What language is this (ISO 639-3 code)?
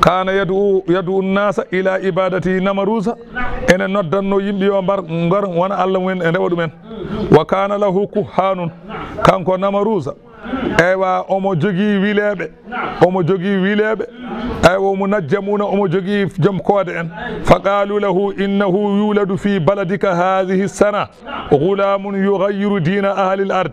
ful